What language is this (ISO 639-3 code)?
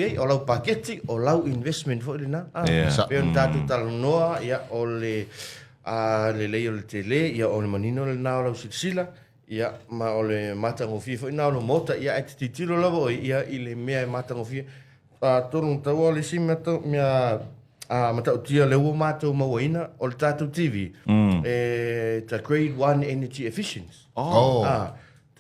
smo